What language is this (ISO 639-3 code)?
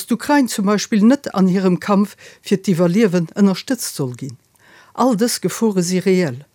ltz